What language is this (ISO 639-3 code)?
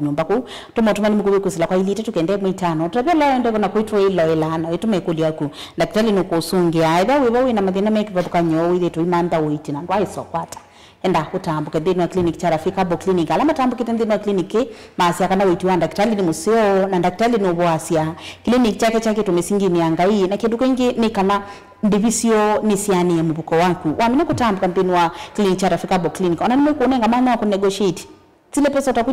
kam